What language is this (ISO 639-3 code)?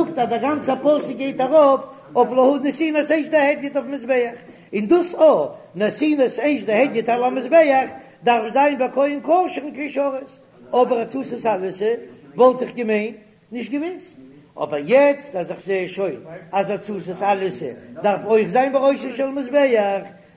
yid